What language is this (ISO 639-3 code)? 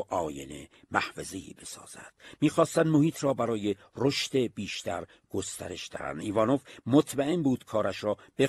fas